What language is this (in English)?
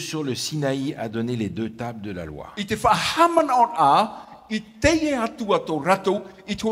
Tahitian